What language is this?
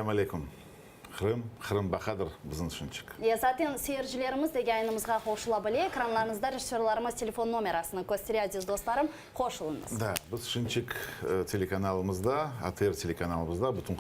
Crimean Tatar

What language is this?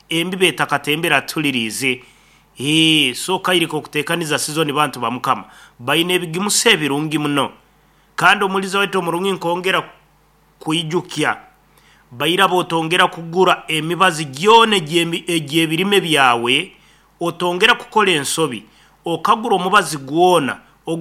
Nyoro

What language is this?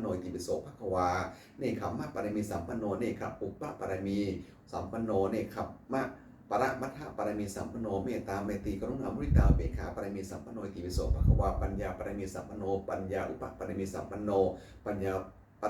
Pali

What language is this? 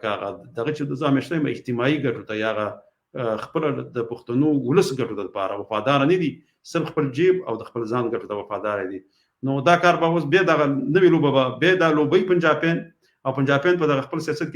Pashto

